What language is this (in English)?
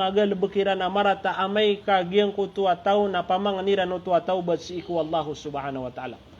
Maranao